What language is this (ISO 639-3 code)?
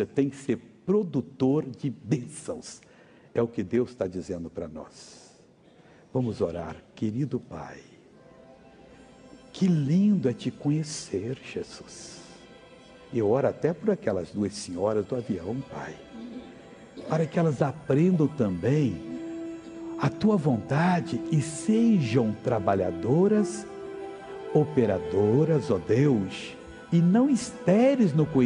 por